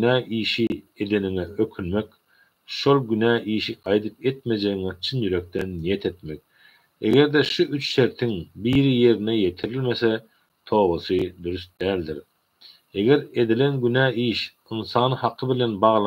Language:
Turkmen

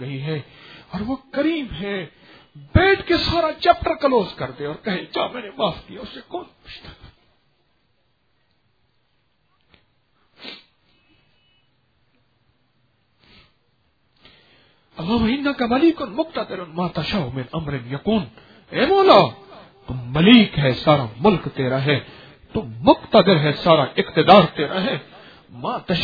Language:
Urdu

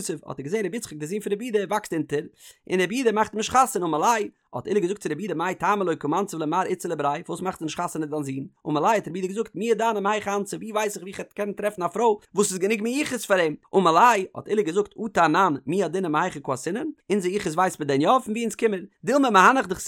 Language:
Yiddish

